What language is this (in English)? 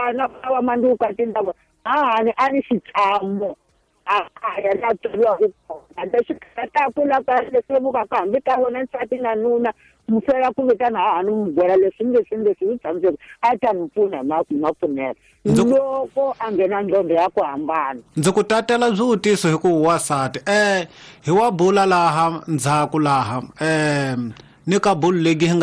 Tsonga